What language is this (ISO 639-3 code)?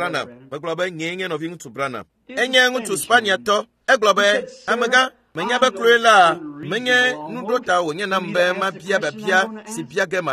ewe